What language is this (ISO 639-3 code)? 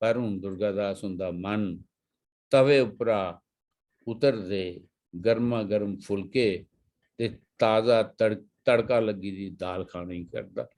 doi